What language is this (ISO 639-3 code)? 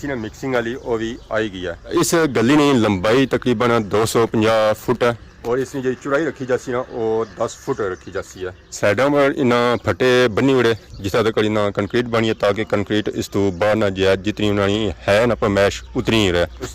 phr